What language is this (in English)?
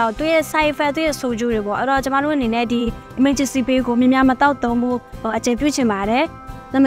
Burmese